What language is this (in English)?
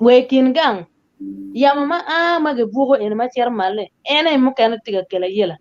Acoli